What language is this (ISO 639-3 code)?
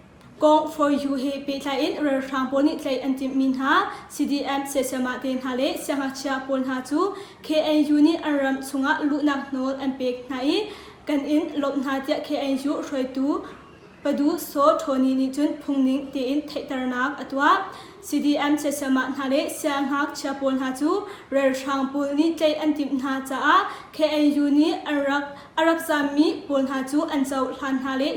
cnh